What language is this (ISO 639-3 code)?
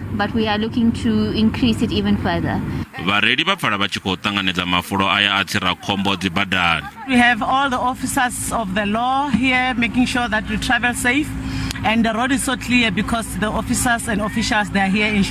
ven